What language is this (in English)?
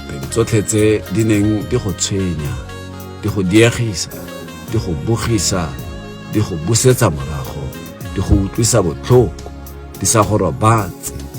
Tswana